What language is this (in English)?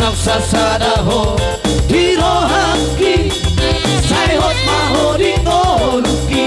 Batak Toba